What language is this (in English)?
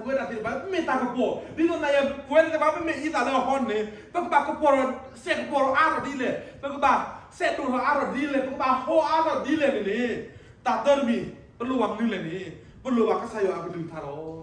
S'gaw Karen